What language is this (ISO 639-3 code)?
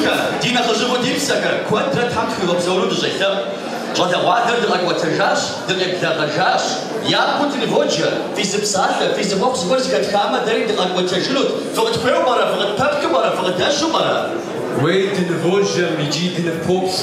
kbd